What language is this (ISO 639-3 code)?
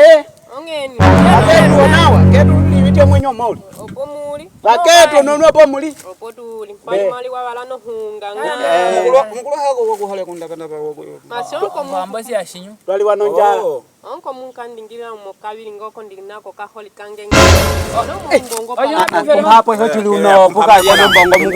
nyk